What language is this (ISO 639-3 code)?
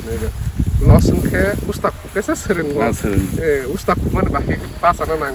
trp